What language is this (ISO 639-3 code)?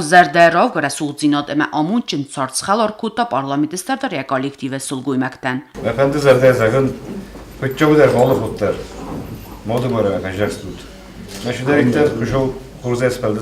oss